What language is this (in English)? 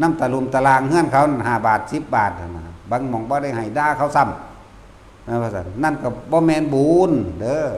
Northeastern Thai